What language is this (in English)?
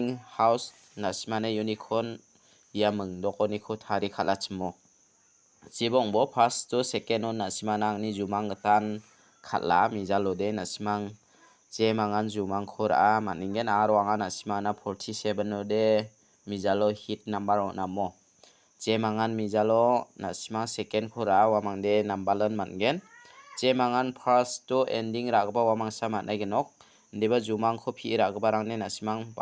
Garo